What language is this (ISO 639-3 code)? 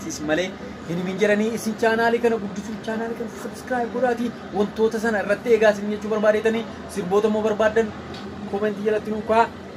orm